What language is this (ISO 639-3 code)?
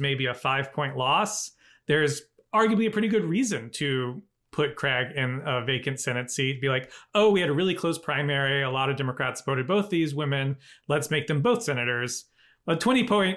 eng